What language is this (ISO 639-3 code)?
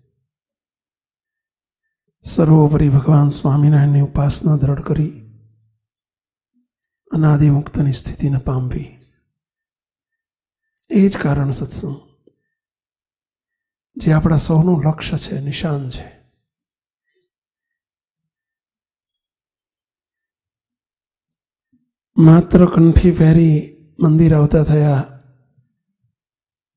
guj